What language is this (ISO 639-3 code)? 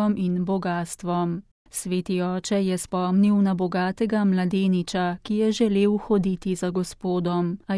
slv